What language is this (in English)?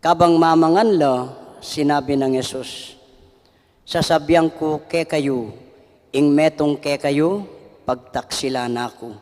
Pampanga